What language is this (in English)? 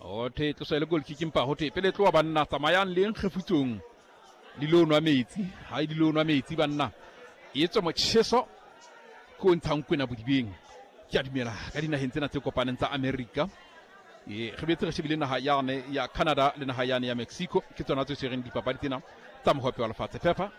Southern Sotho